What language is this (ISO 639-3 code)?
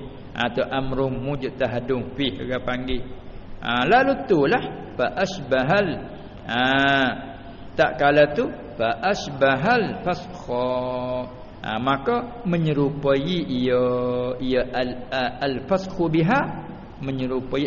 msa